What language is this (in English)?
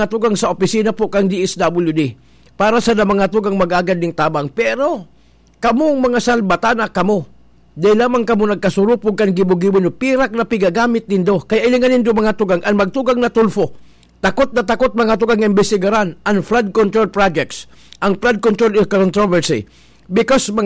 Bikol